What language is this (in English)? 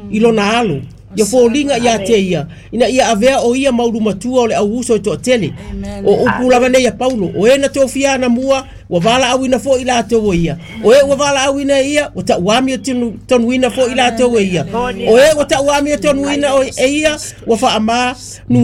Samoan